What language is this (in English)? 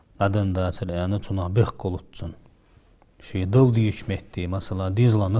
Ingush